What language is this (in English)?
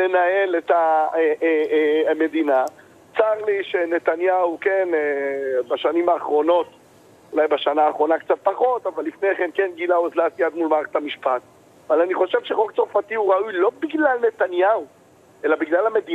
Hebrew